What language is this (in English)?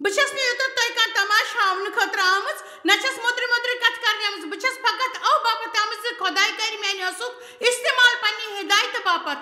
Kashmiri